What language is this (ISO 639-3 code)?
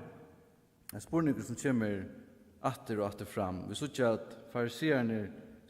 fao